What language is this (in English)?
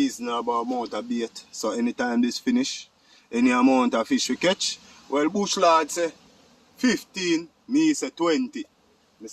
Jamaican Creole English